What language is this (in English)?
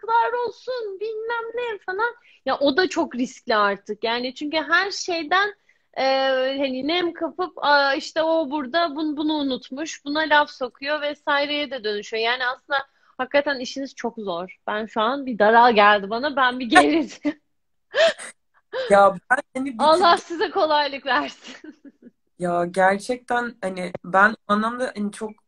Turkish